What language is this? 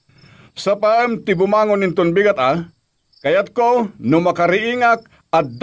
Iloko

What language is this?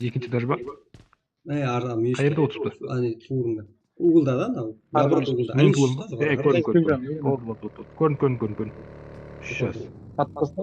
Kara-Kalpak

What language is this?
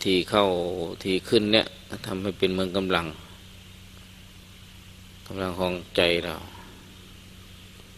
Thai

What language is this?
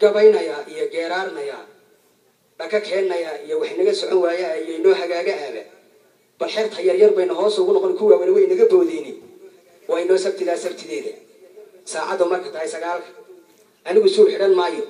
Somali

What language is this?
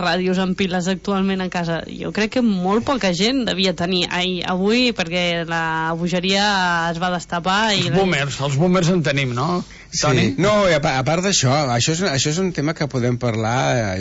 Catalan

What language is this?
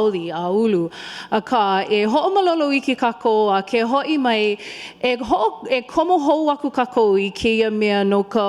Hawaiian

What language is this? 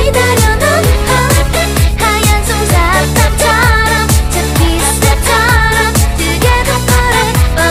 Korean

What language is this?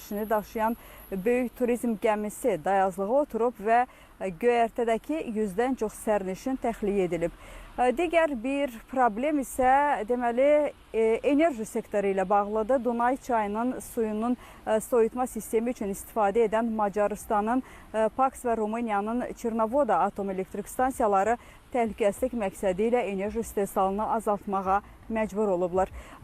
Azerbaijani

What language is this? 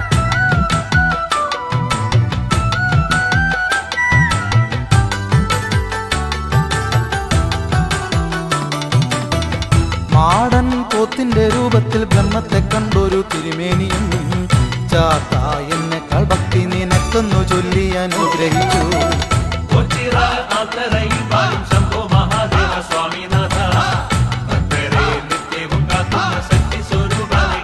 Malayalam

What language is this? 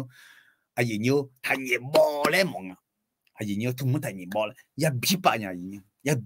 Akha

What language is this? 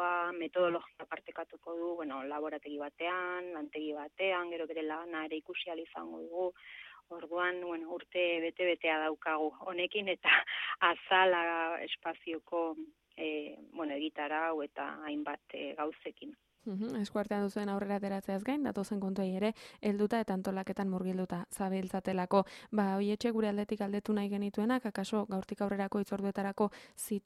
Basque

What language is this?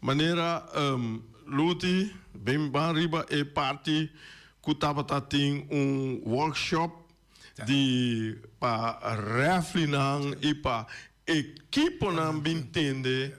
Papiamento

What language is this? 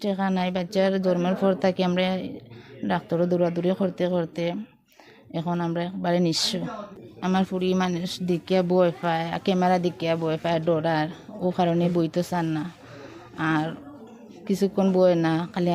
Sylheti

